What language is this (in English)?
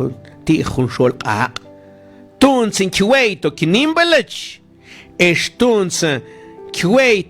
Mam